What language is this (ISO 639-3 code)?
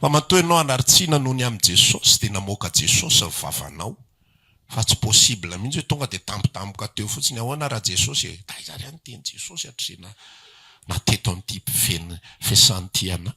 mlg